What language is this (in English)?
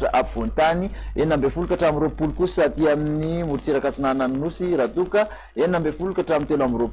Malagasy